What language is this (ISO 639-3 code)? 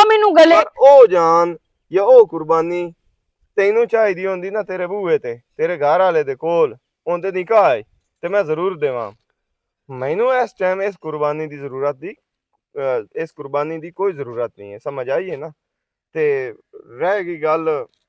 lah